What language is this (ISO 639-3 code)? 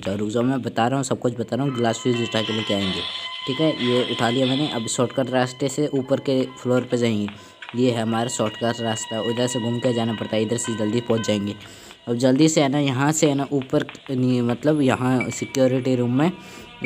hin